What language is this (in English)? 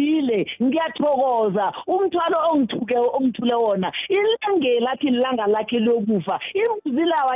South Ndebele